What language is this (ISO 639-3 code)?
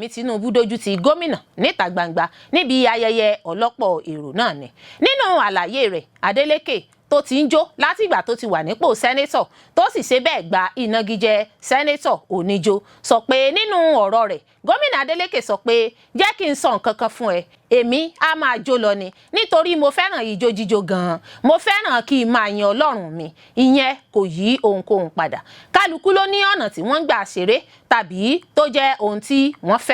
yor